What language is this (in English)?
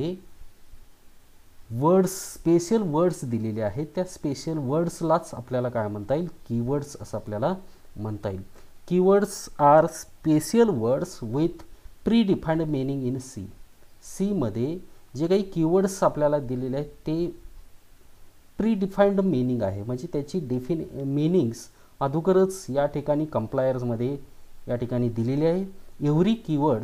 Marathi